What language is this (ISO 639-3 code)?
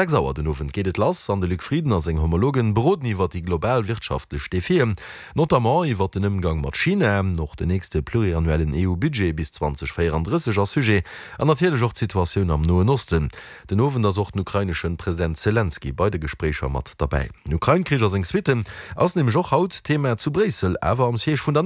ltz